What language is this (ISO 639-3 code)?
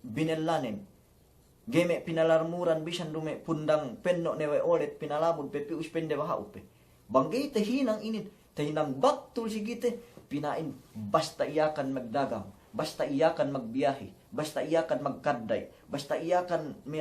yka